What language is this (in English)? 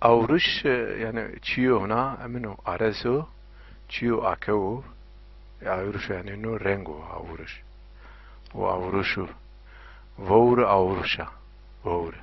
Zaza